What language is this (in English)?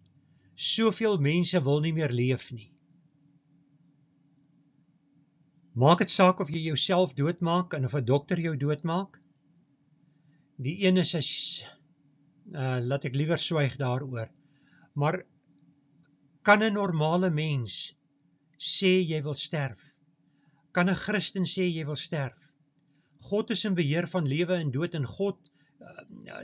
Afrikaans